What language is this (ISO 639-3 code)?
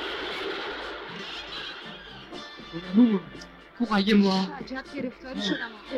fas